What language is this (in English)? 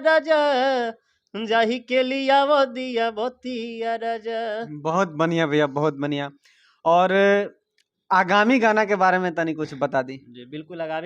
Bhojpuri